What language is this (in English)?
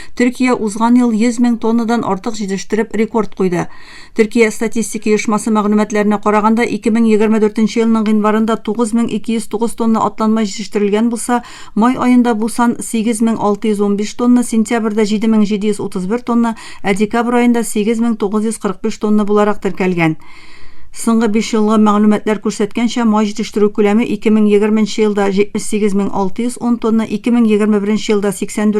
Tatar